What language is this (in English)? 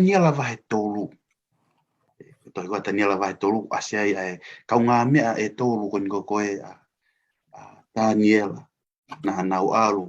Tongan